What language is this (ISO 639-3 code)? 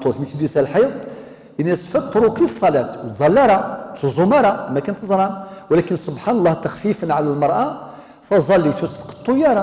kab